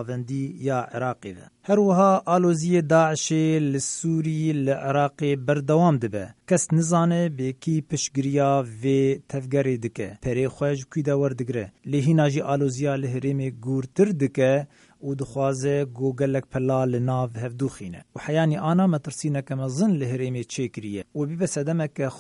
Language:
Kurdish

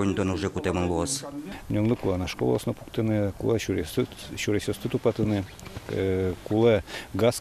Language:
Udmurt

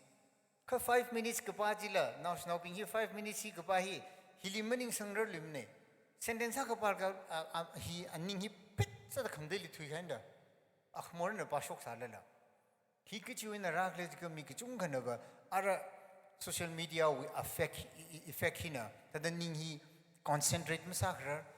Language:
Tangkhul Naga (India)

